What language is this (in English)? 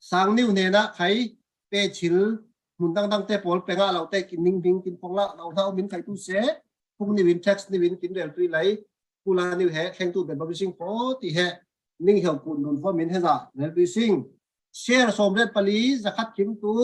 Falam Chin